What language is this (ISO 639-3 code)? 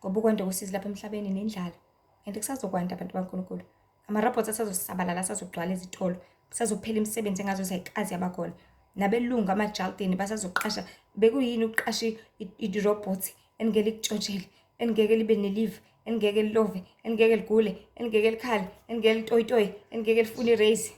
zul